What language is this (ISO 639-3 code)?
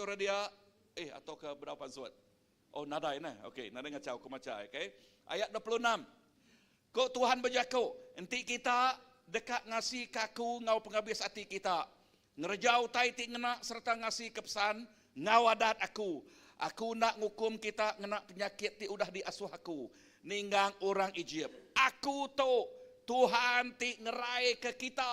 iba